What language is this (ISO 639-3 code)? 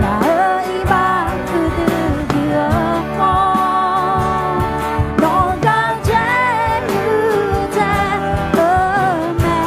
ahk